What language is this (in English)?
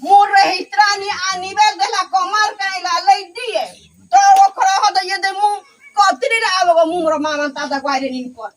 Ngäbere